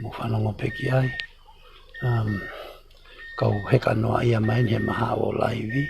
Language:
Tongan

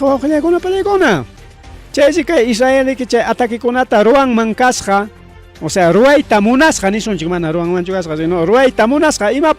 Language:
Ayacucho Quechua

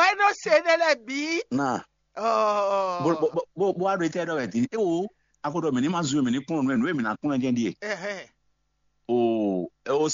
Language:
Fon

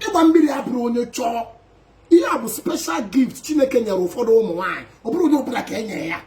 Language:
Igbo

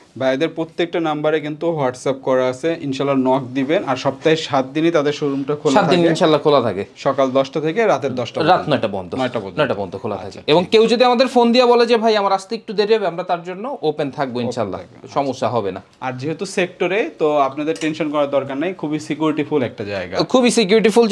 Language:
Bangla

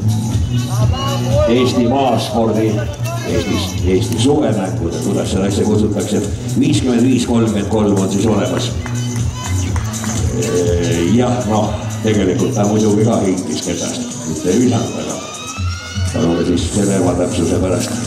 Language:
Estonian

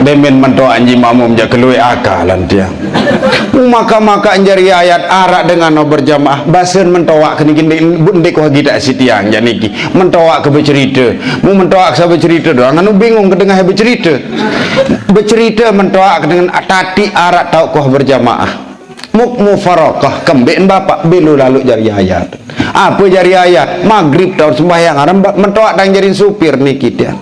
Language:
Sasak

